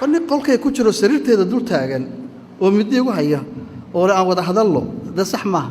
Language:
Somali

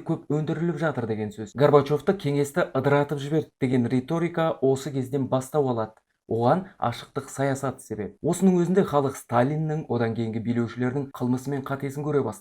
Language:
Kazakh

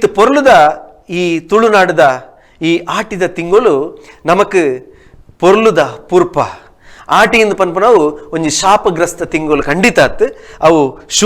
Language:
Tulu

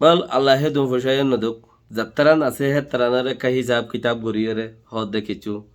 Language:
Rohingya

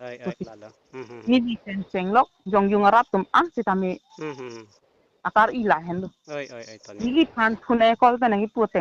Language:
Karbi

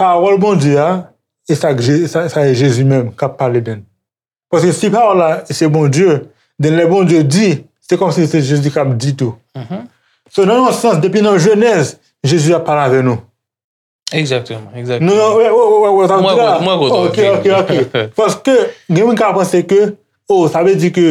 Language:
Haitian Creole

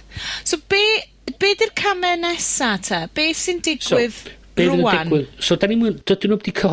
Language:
Welsh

